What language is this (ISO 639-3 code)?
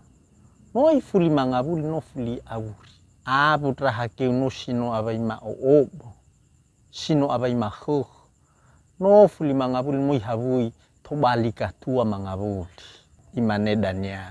nia